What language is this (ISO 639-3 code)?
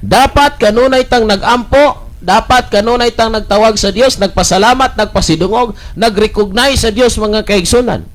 ceb